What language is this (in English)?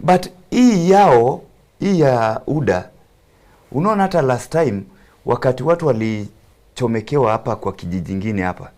Gusii